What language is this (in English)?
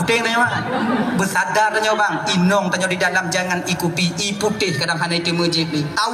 Achinese